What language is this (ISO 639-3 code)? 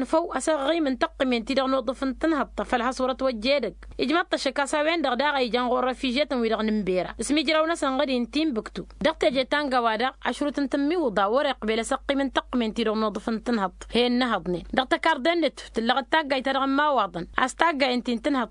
taq